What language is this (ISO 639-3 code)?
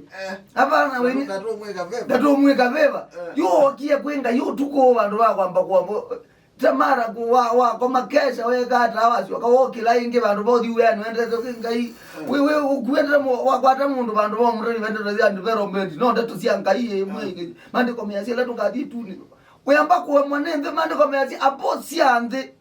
kam